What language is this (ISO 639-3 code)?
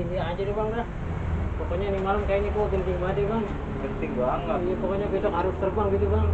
bew